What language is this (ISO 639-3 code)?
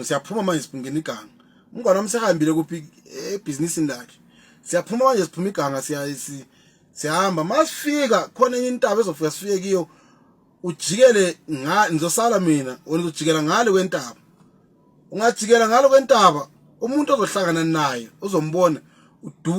zul